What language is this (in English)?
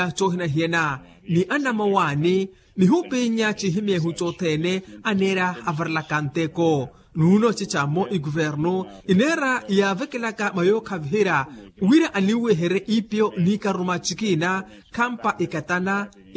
Makhuwa